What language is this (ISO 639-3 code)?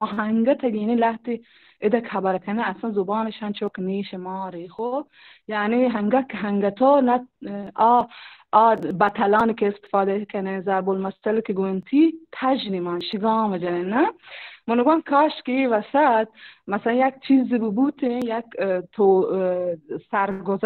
bal